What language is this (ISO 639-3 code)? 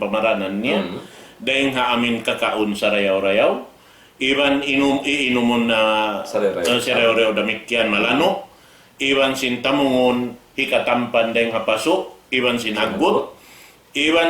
tsg